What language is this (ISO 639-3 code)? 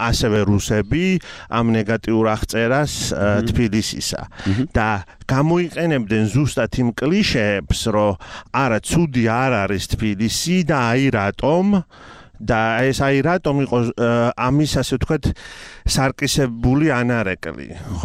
kat